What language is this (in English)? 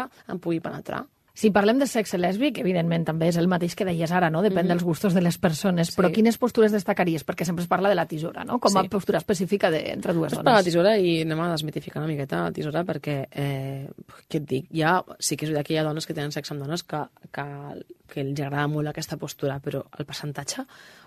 Catalan